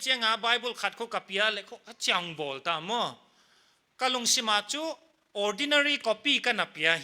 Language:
Paite Chin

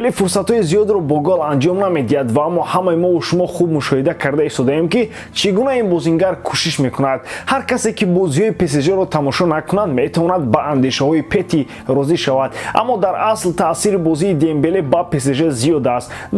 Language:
Tajik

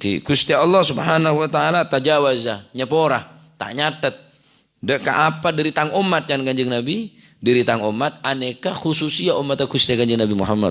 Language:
Madurese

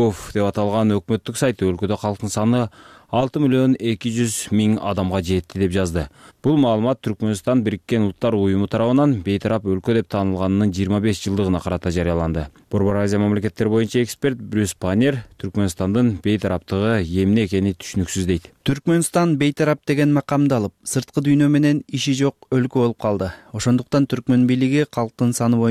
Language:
Kyrgyz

